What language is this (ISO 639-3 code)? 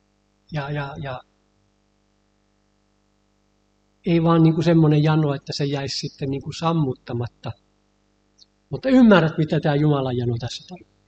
fin